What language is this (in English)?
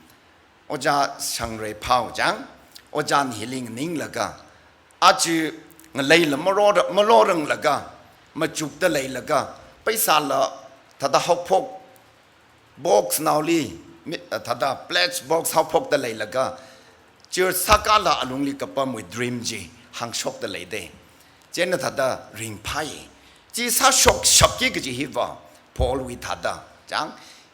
Tangkhul Naga (India)